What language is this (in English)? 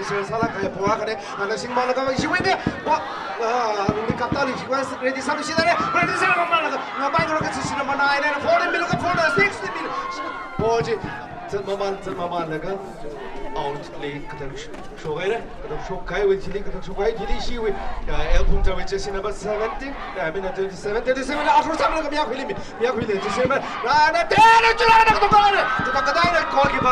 Tangkhul Naga (India)